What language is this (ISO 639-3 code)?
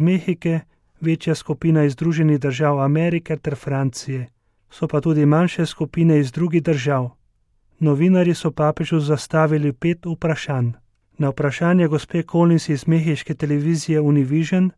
slv